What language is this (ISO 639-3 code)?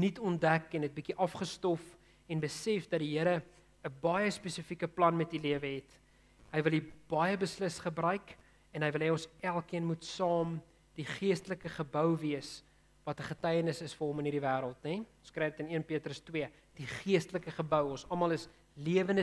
afr